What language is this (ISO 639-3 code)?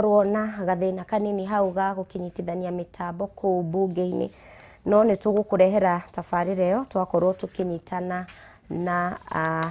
kik